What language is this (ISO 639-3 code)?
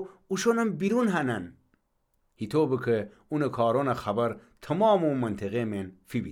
glk